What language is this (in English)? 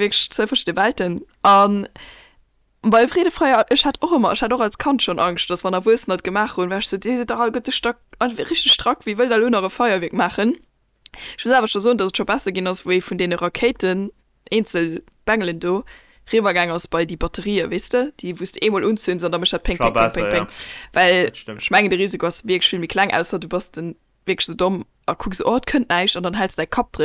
Luxembourgish